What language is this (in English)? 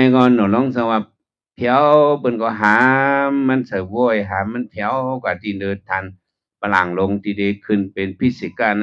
Shan